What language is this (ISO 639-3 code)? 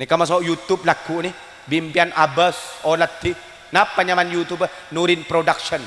mad